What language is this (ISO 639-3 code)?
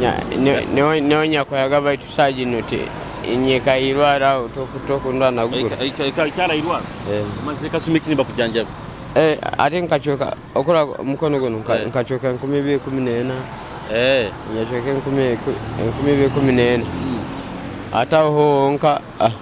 nyo